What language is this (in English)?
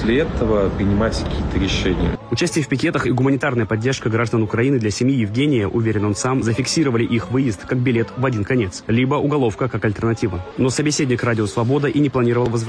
Russian